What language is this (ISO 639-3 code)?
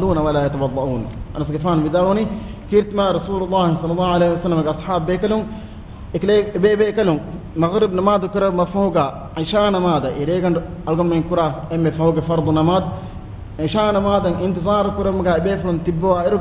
div